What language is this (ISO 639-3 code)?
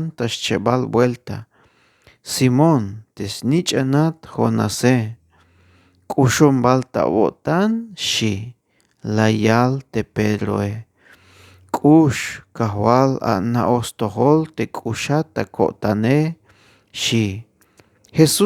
tzh